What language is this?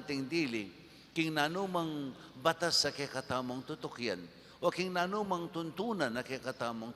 Pampanga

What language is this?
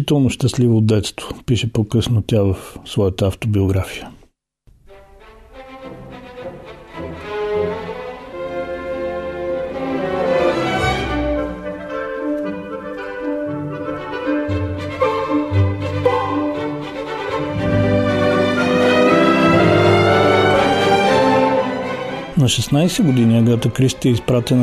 Bulgarian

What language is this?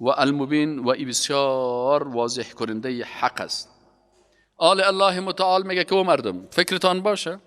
Persian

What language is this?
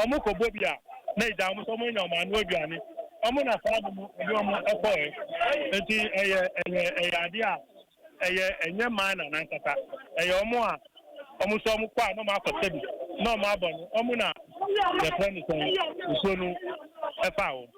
Akan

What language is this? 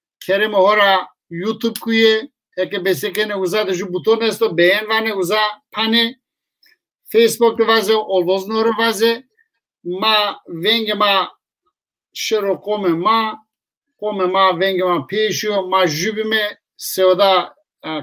Zaza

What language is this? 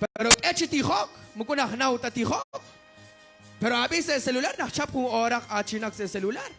Kekchí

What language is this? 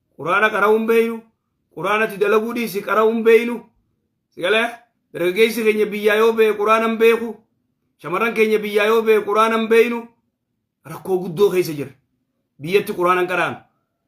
Oromo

